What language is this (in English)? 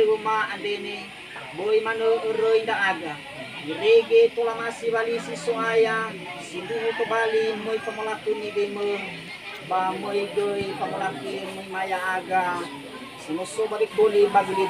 Nias